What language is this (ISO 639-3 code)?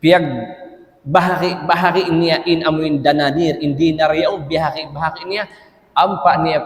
tsg